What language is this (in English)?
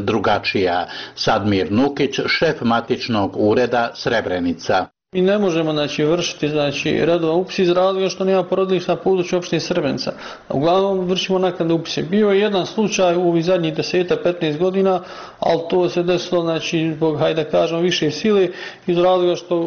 Bosnian